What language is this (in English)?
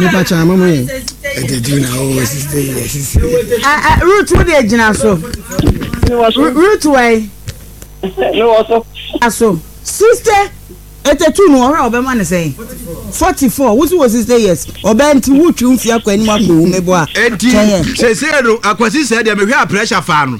Akan